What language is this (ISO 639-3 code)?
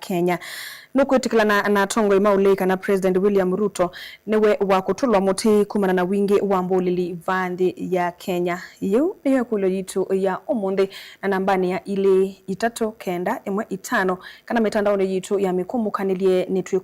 kam